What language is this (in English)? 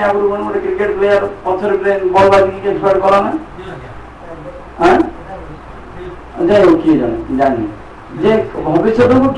Odia